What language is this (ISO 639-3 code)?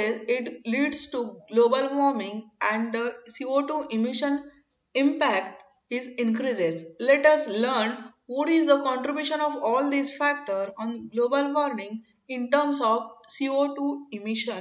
eng